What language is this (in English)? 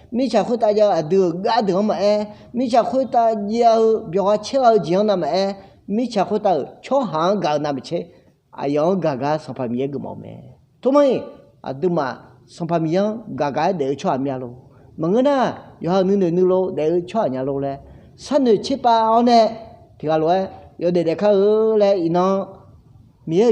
Akha